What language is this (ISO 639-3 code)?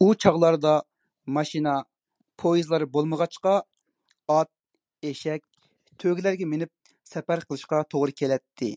uig